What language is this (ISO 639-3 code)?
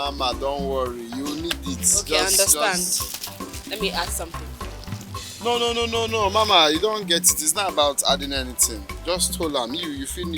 pcm